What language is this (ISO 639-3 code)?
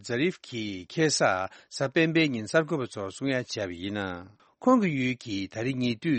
bod